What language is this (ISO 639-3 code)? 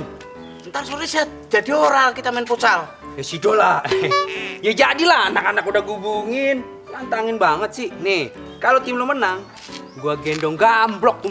bew